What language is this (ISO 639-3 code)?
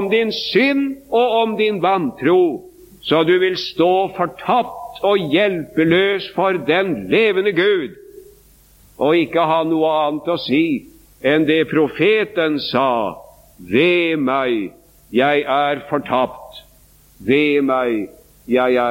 nor